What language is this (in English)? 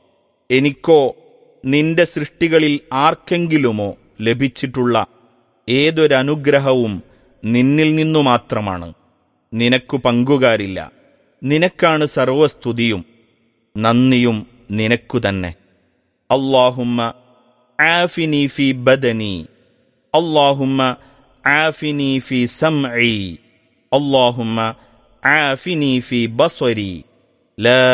Malayalam